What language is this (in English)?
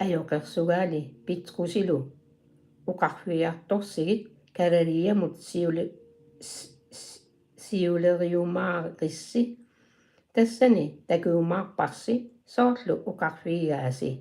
Kalaallisut